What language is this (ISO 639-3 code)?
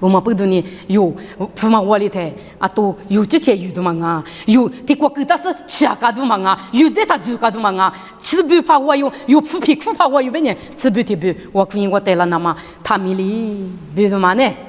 lis